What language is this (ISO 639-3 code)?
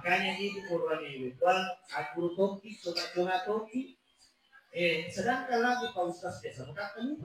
bug